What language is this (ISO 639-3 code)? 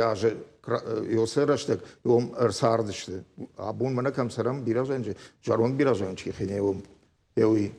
oss